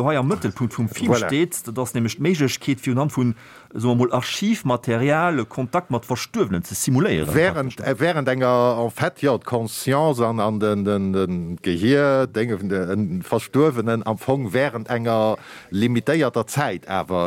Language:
Luxembourgish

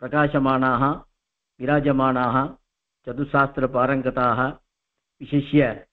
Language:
Sanskrit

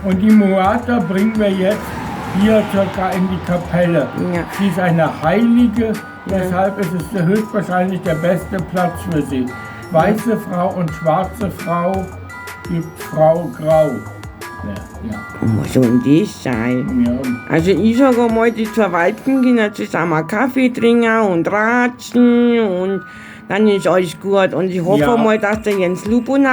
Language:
Bavarian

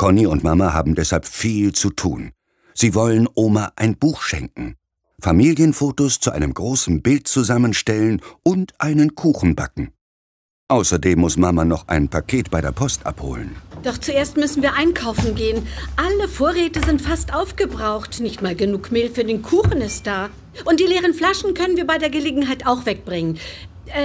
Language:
German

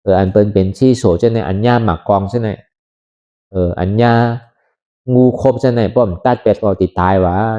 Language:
Shan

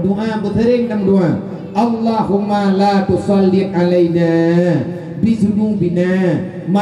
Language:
Achinese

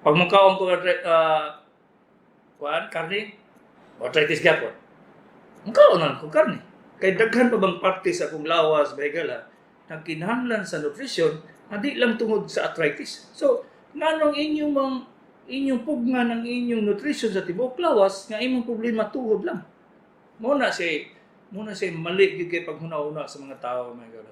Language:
Cebuano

